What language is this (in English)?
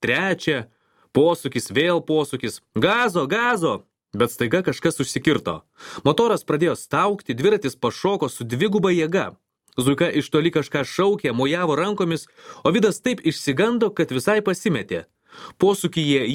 Lithuanian